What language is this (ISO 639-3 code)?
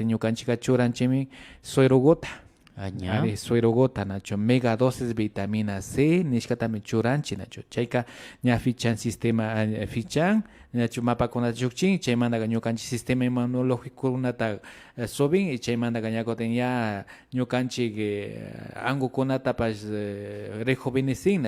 qvi